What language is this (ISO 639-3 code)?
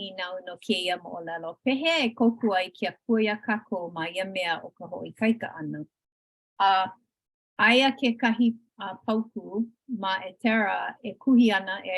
haw